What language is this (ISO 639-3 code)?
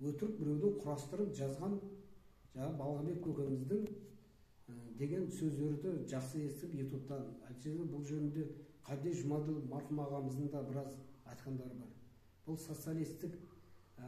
kaz